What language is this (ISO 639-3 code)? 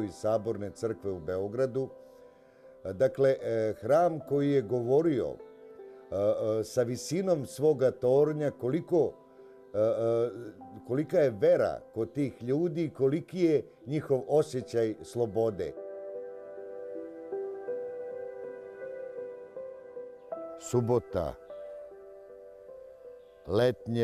srp